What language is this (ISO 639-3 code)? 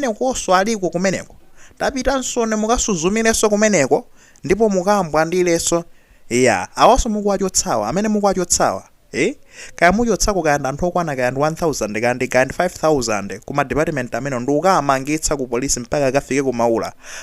nya